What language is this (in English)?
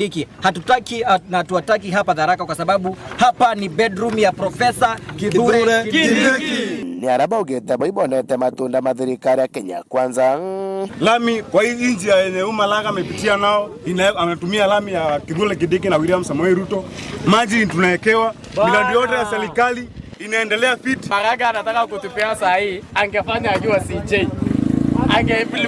Meru